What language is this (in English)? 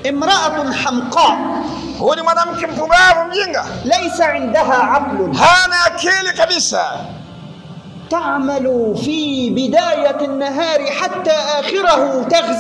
Swahili